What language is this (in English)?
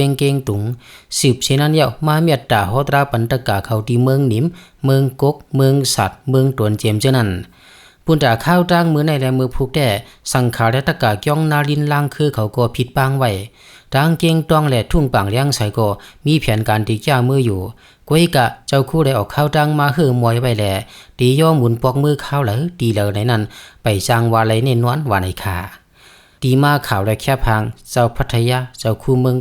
Shan